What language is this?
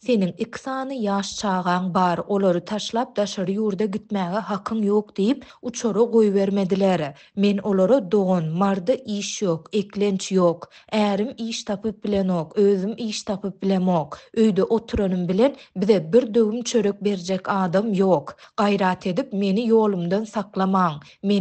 Turkmen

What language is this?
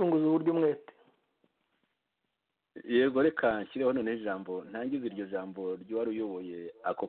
Kinyarwanda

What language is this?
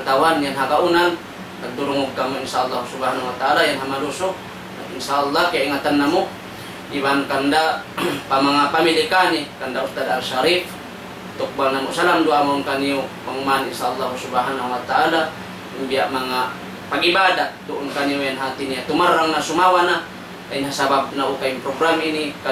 Tausug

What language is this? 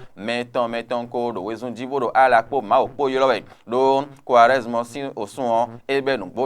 Fon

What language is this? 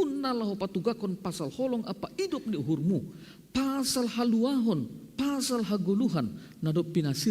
Batak Simalungun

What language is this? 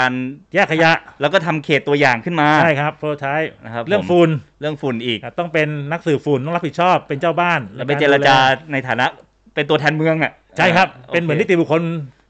Thai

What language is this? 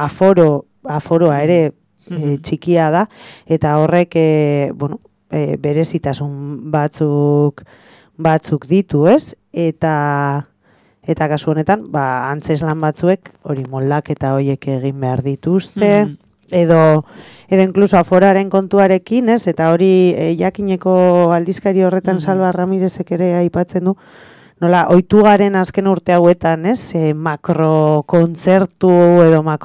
Basque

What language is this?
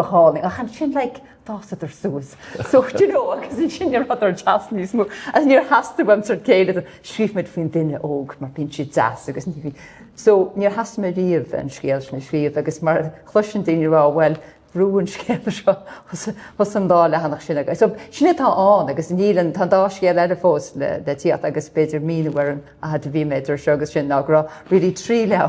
Irish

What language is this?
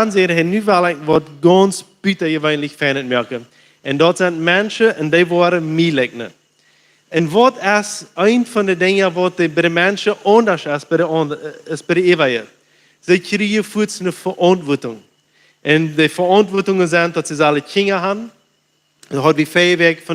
Plautdietsch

